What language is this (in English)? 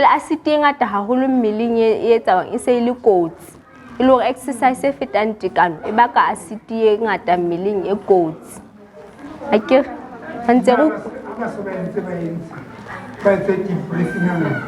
Southern Sotho